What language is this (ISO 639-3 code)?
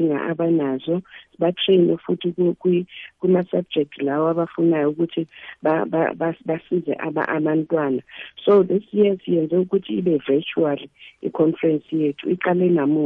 nbl